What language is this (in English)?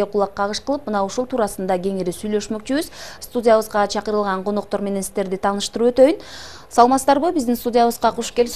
Kyrgyz